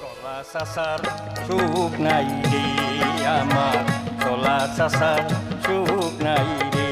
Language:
Sylheti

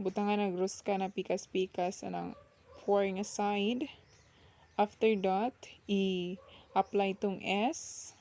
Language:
Cebuano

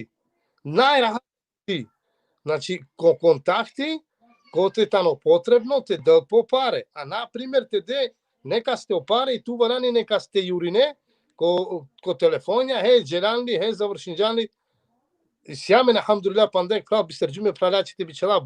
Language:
Balkan Romani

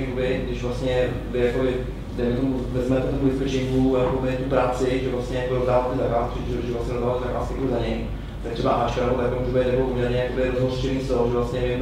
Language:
Czech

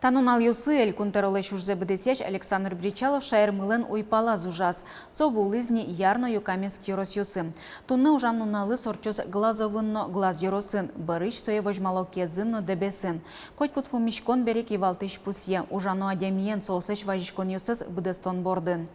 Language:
Udmurt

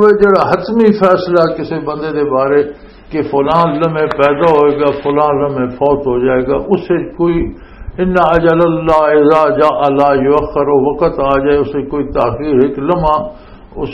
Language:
Western Panjabi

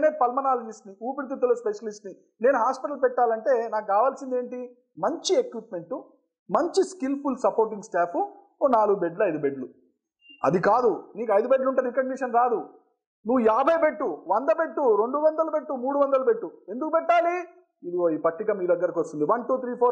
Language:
Telugu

